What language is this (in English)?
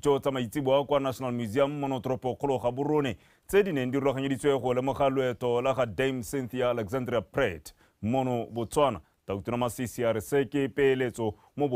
Tswana